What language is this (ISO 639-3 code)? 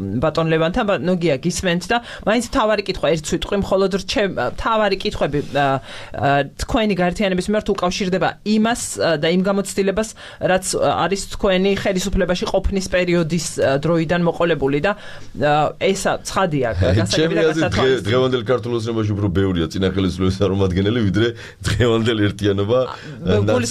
kat